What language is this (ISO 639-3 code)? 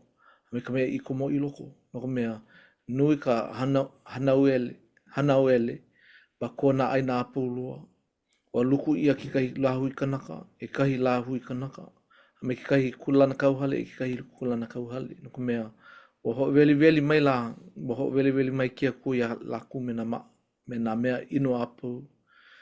haw